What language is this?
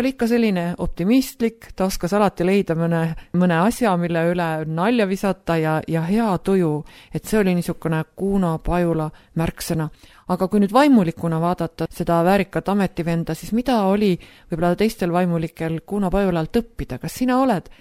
Estonian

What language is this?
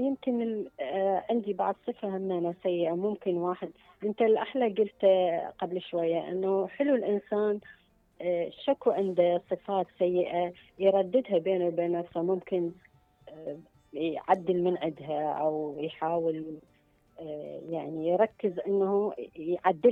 Mesopotamian Arabic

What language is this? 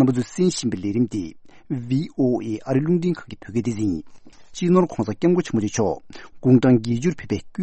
Tibetan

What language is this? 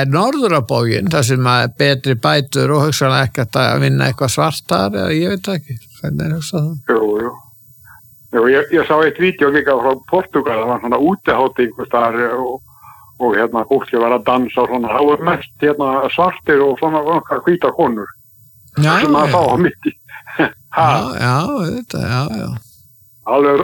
Icelandic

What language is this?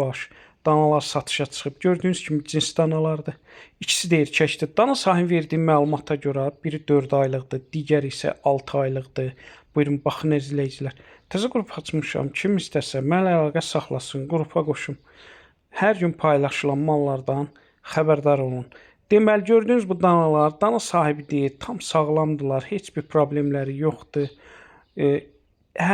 Azerbaijani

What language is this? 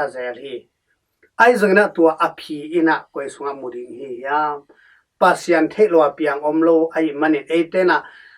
Tedim Chin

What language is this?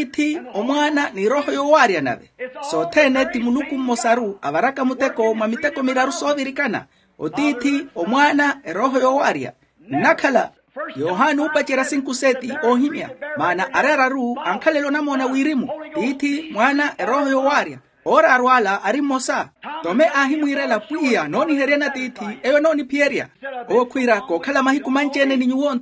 Makhuwa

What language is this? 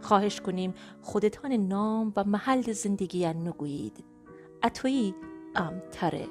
Gilaki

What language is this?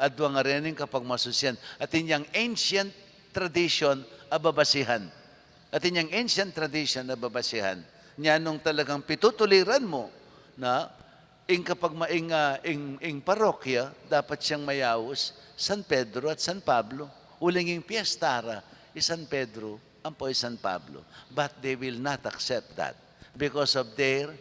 Pampanga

